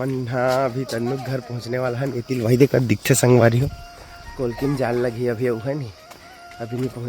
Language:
Chhattisgarhi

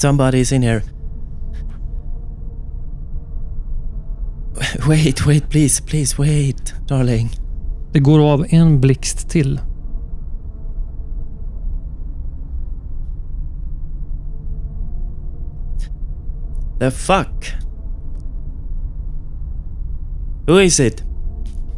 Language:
Swedish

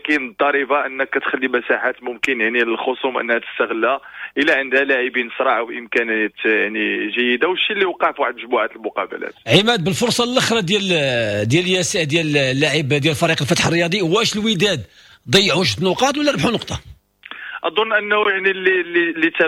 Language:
Moroccan Arabic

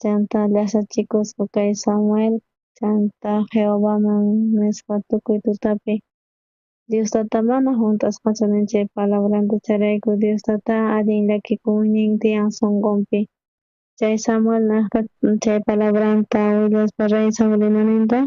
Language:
South Bolivian Quechua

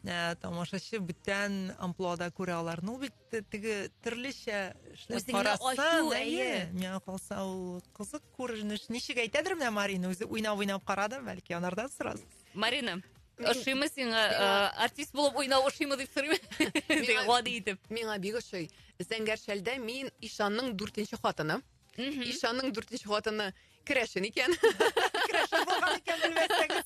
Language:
Tatar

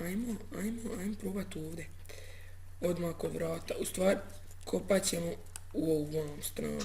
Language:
Bosnian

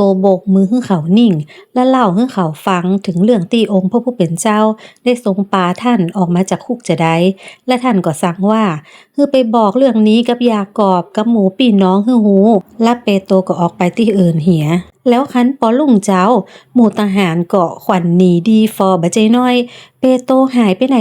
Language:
Northern Thai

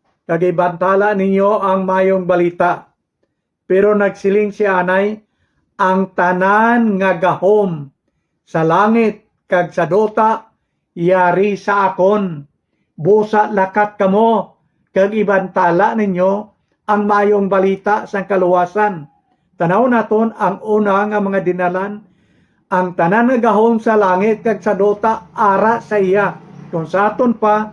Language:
Hiligaynon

